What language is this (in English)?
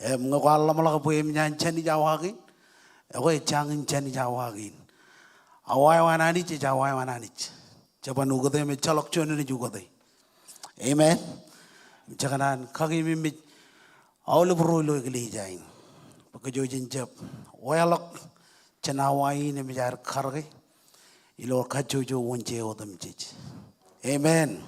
Marshallese